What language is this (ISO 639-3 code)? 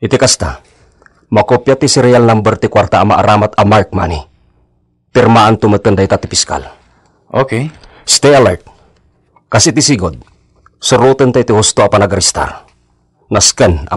ilo